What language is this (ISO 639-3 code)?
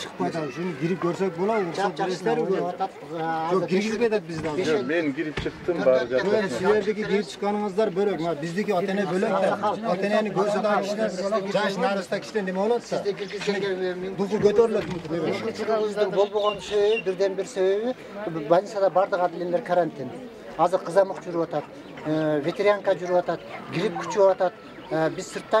kir